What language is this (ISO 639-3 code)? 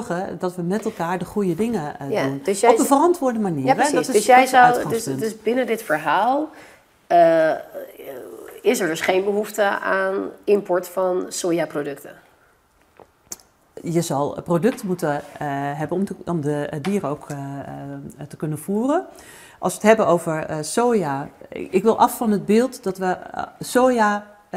nld